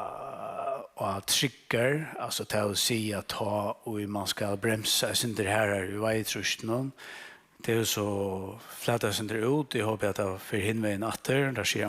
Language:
Faroese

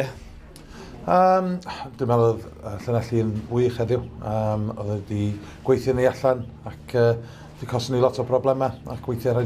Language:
Welsh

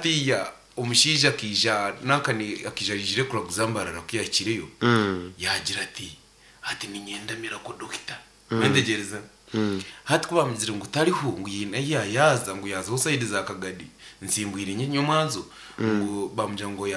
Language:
Nyankole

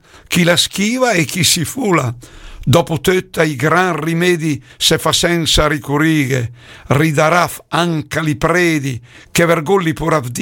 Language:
Lombard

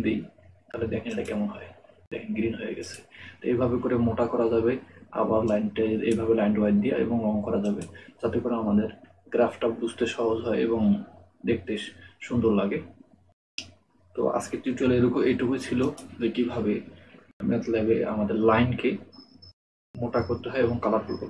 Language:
Bangla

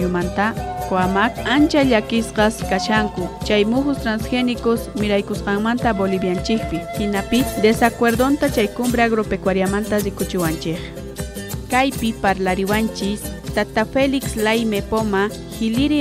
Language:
South Bolivian Quechua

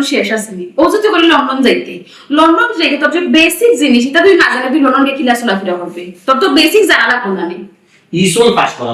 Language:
Sylheti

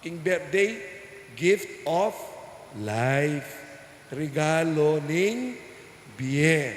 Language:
Pampanga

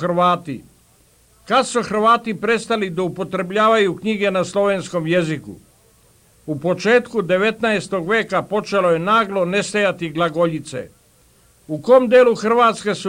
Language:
Bosnian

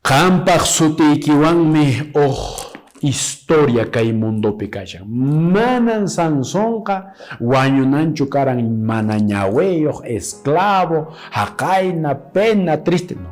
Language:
Quechua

